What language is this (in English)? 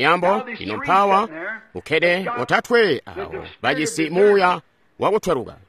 Tonga (Zambia)